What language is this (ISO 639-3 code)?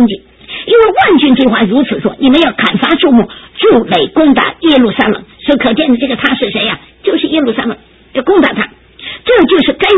zho